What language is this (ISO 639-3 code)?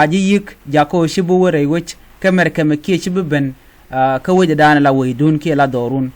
nus